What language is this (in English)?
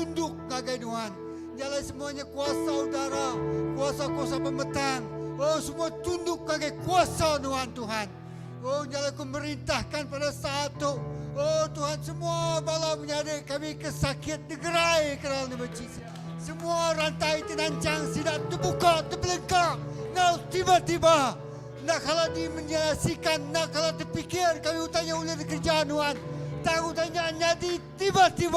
Iban